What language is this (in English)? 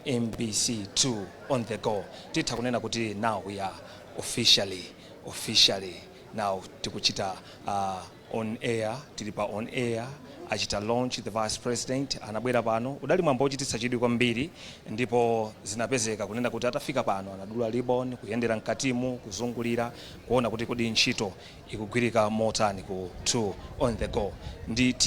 Nyanja